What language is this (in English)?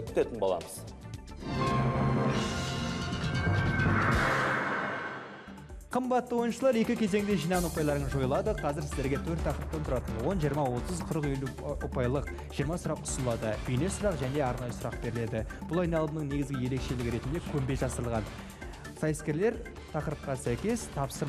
Kazakh